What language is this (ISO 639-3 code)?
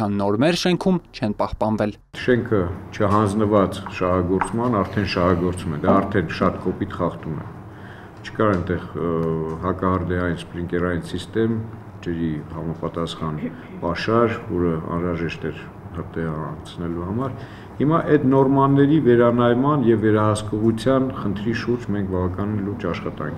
hye